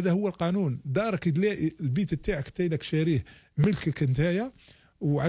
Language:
Algerian Arabic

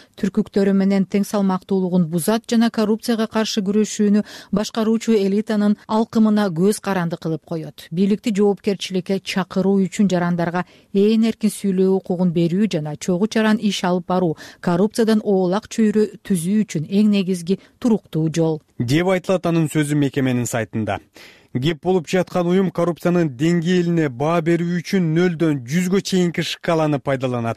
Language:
Kyrgyz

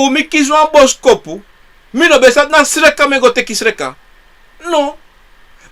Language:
Sranan Tongo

